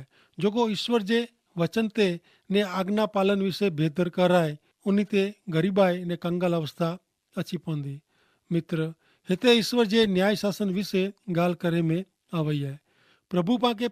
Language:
Kachhi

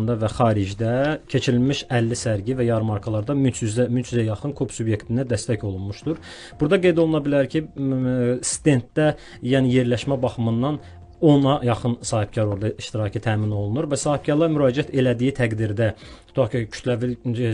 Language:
Azerbaijani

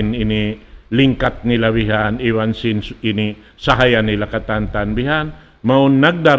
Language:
Tausug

